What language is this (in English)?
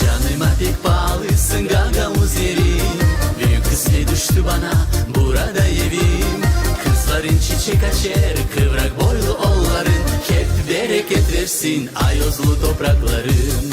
Gagauz